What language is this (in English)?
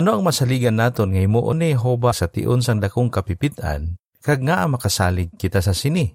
Hiligaynon